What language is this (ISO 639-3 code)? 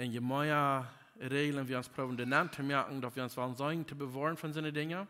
pdt